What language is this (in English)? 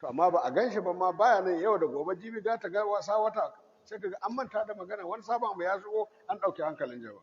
Hausa